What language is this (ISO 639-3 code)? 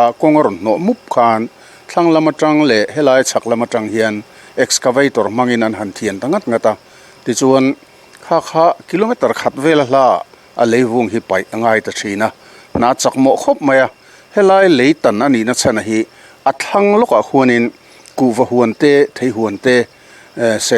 lus